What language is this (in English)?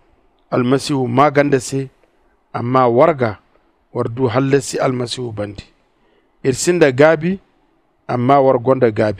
Zarma